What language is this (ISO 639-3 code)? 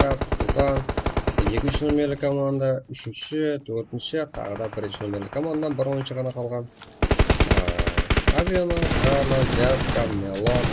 kaa